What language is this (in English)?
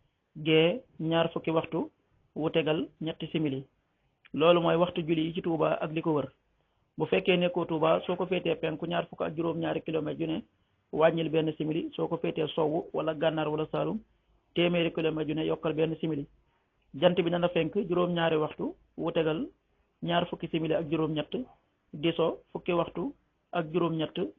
Wolof